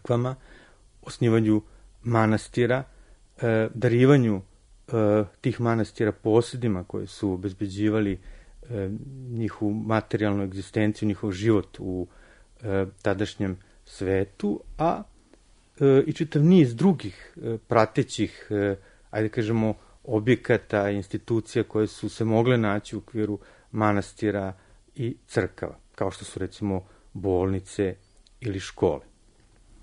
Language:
Serbian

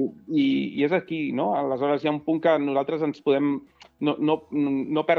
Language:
Catalan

